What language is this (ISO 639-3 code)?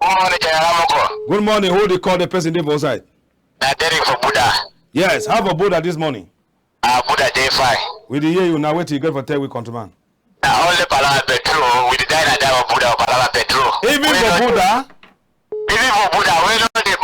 wes